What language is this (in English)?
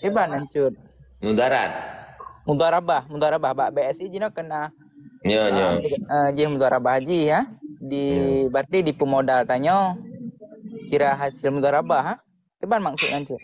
Achinese